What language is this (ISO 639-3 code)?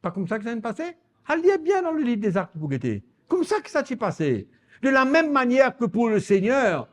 mfe